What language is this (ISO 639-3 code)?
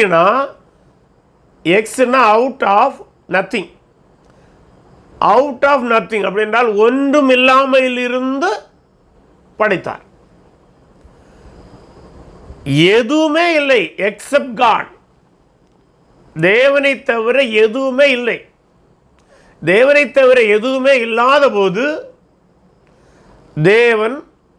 tam